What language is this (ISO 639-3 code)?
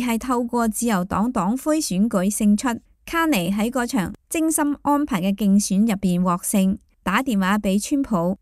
yue